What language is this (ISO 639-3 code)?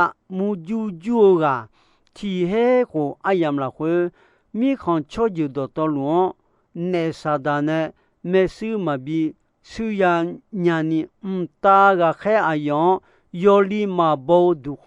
ahk